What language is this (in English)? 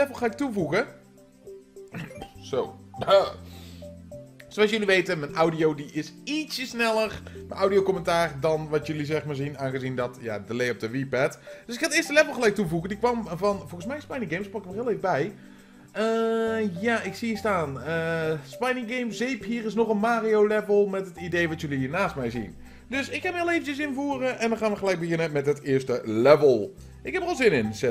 Dutch